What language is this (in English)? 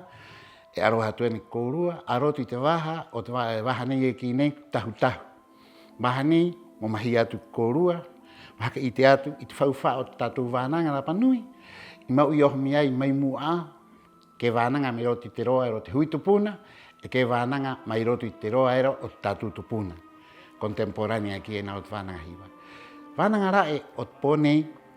Rapanui